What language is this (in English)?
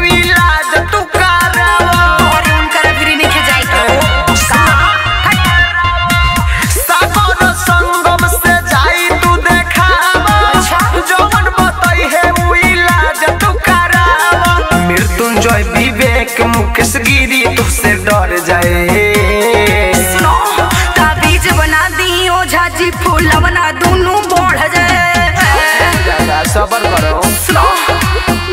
Bhojpuri